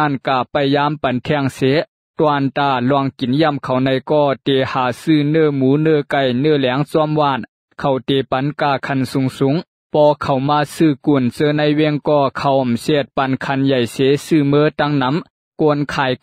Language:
Shan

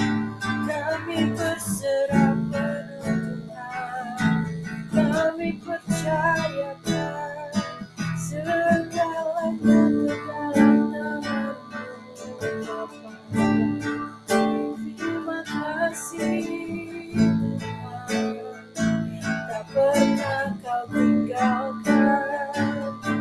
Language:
Indonesian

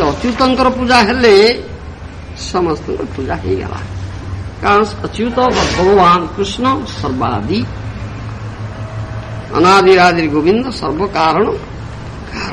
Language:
Odia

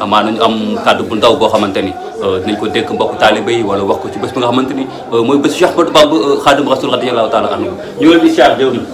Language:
Wolof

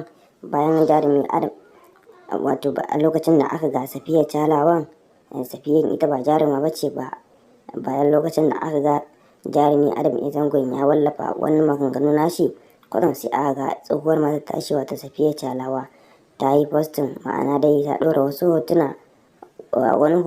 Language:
Hausa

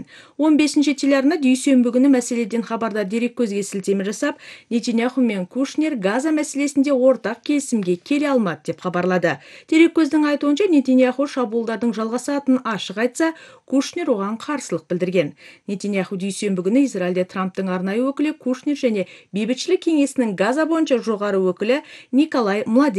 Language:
Kazakh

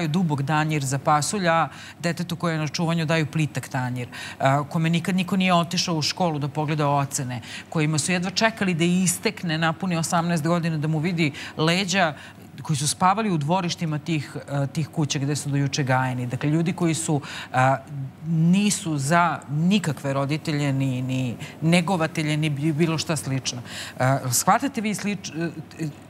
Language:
Serbian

